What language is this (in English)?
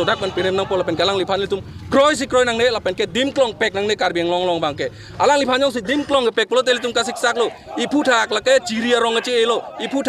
Karbi